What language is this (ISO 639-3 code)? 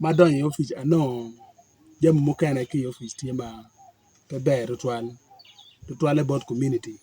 ach